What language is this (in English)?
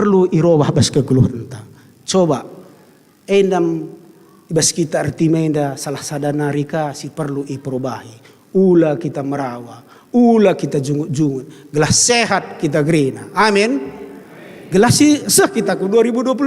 Batak Karo